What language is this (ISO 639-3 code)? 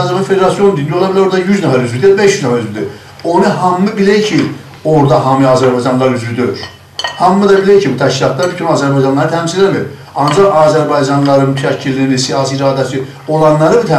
azb